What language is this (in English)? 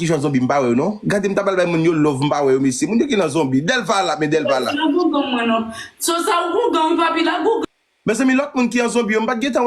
Haitian Creole